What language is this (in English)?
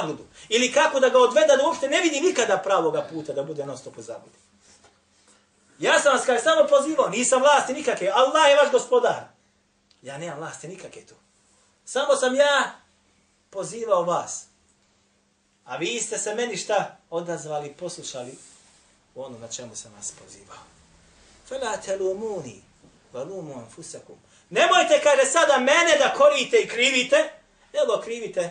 Bosnian